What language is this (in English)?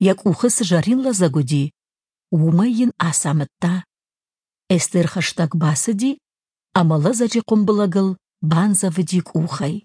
Ossetic